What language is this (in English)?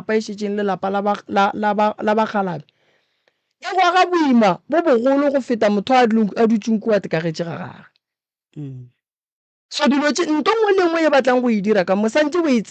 Northern Sotho